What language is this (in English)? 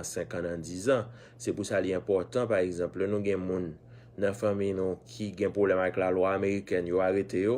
Haitian Creole